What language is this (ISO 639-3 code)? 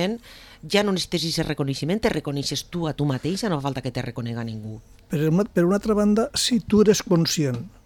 cat